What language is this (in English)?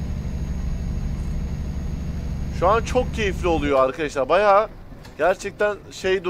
Turkish